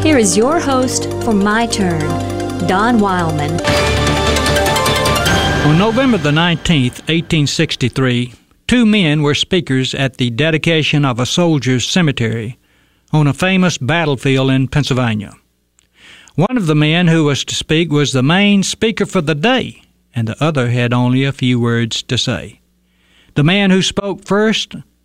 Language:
English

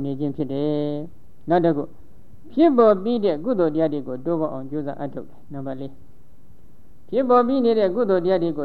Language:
Burmese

